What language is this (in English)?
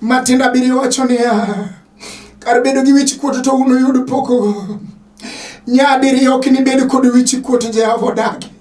Luo (Kenya and Tanzania)